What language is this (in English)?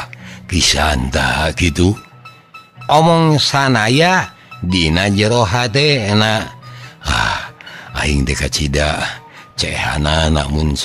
Sundanese